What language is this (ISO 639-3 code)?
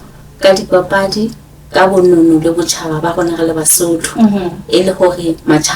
sot